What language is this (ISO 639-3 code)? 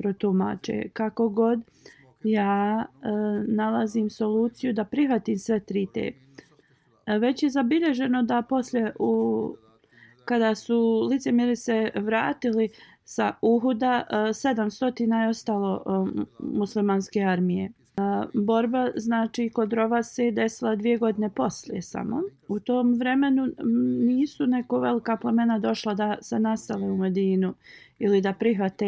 bos